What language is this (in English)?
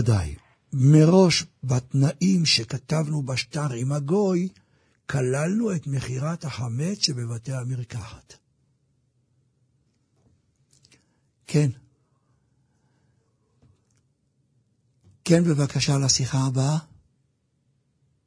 Hebrew